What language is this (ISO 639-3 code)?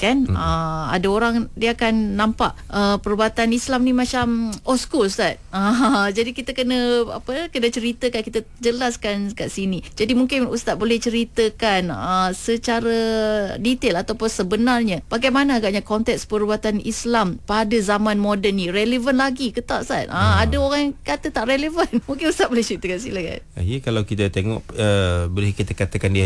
msa